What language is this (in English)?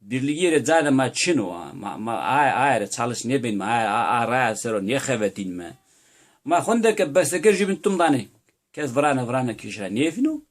Zaza